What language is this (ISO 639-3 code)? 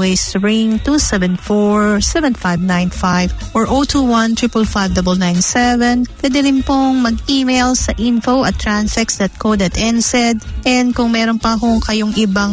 fil